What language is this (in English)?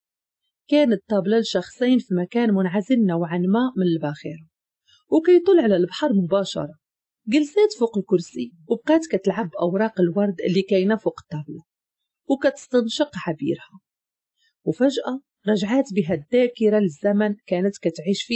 Moroccan Arabic